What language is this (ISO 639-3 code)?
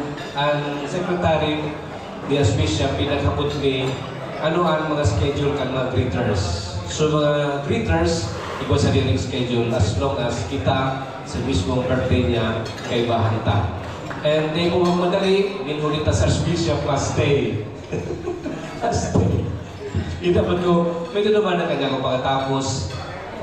bik